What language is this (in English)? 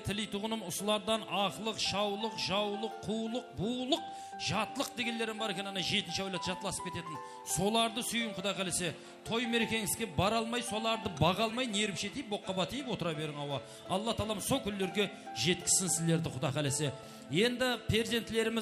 Kara-Kalpak